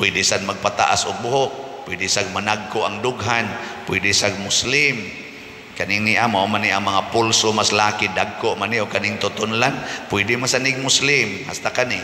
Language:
Cebuano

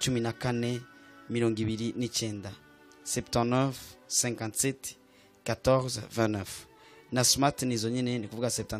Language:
Rundi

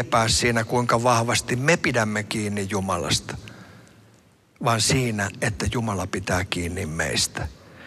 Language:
Finnish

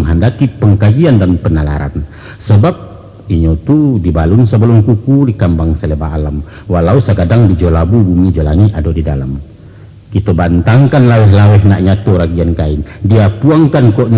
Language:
Minangkabau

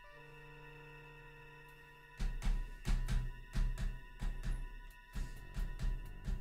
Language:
Finnish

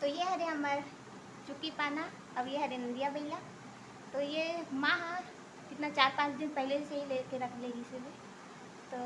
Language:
Chhattisgarhi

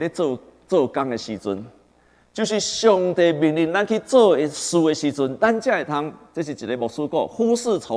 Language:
Min Nan Chinese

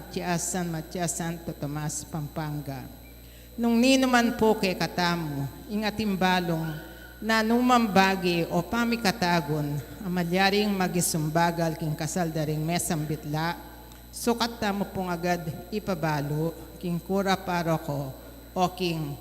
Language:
Pampanga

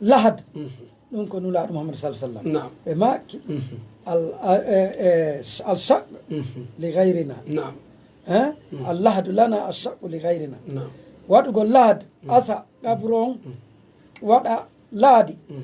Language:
Pular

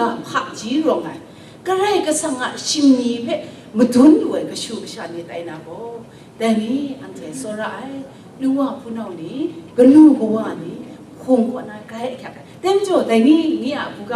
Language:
Kachin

